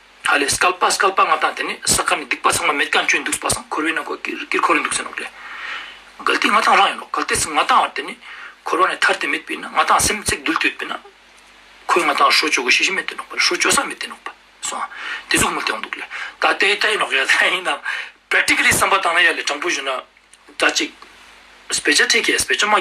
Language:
Ladakhi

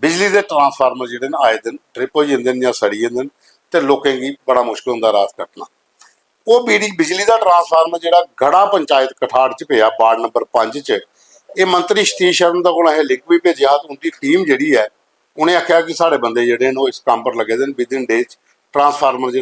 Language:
Dogri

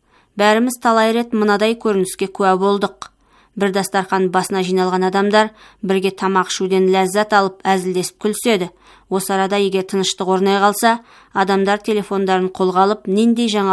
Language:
Kazakh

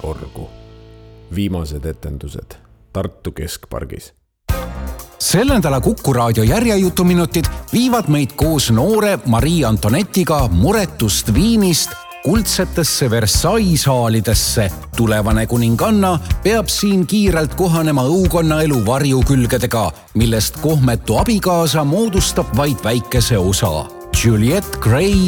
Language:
Estonian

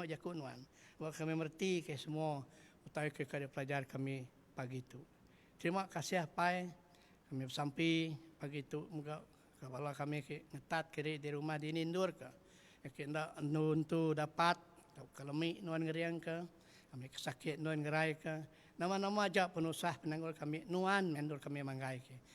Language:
Iban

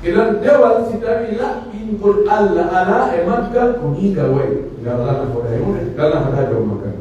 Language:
Pular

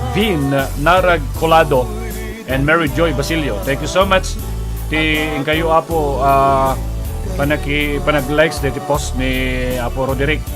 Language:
Iloko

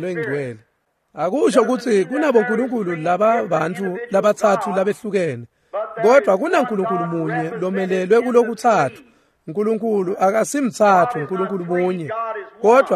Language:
Swati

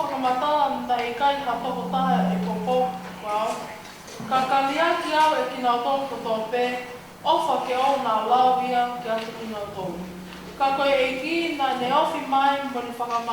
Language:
Tongan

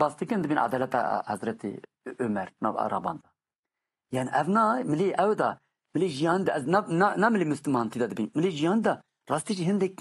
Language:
Kurdish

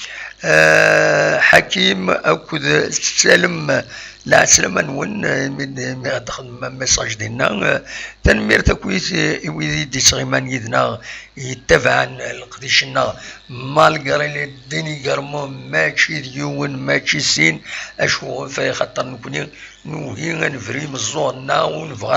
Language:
Kabyle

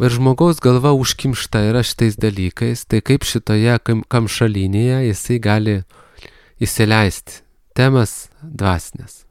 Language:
Lithuanian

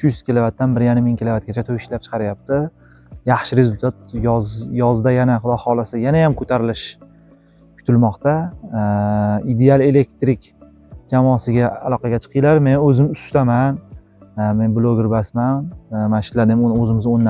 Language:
Uzbek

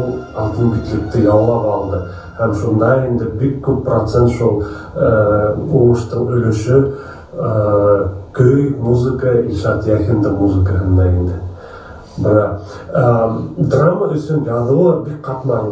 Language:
Bashkir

